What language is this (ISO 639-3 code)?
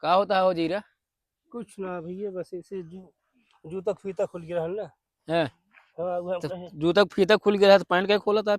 awa